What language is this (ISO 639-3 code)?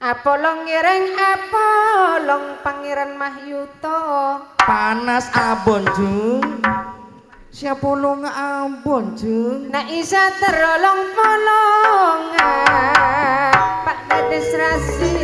mad